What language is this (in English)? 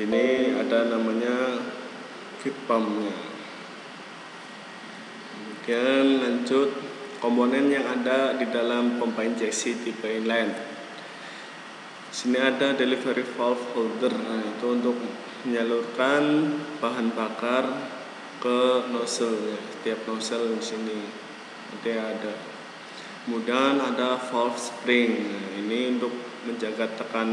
Indonesian